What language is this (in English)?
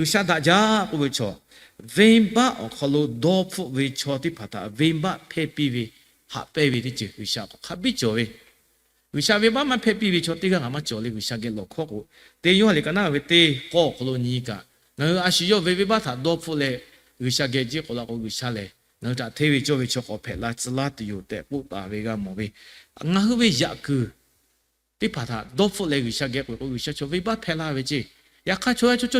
Lahu